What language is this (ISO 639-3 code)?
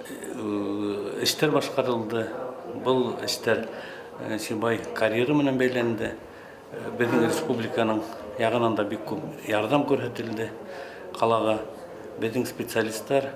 bak